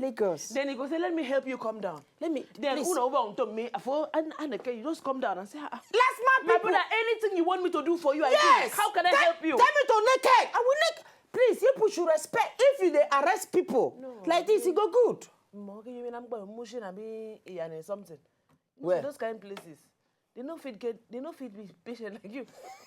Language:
Nigerian Pidgin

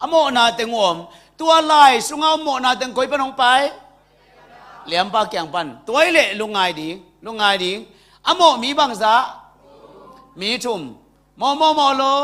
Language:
Tedim Chin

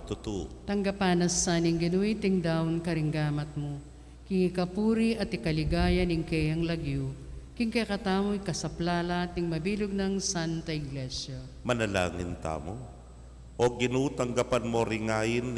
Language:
Pampanga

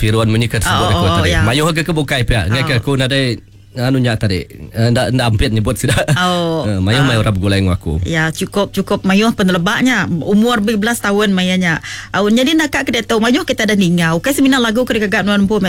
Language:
Iban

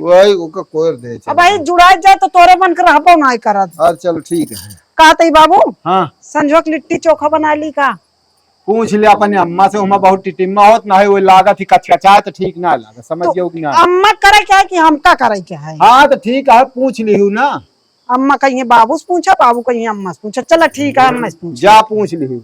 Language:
Awadhi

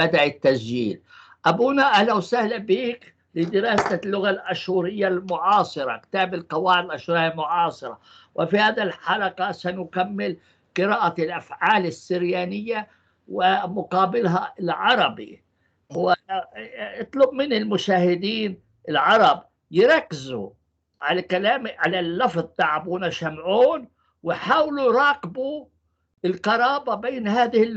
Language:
North Levantine Arabic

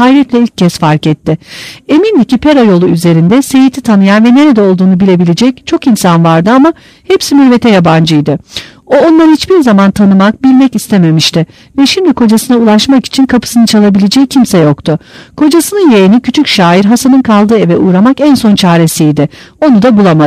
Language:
Turkish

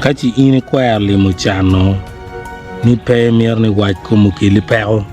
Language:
Acoli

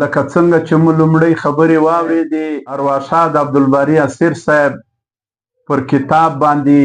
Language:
Pashto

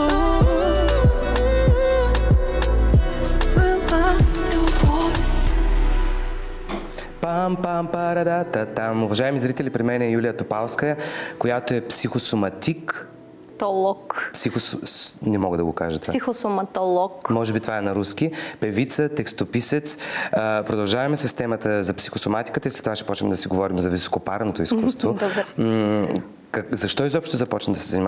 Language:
Bulgarian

